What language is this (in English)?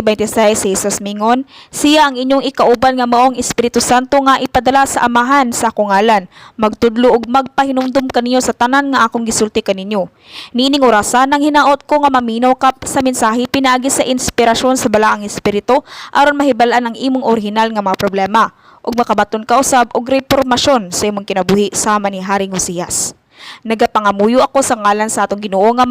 Cebuano